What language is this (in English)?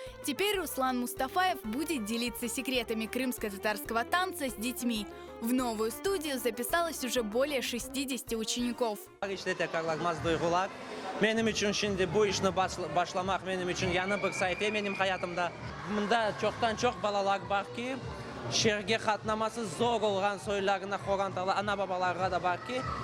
Crimean Tatar